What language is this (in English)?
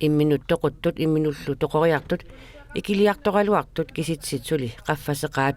Kalaallisut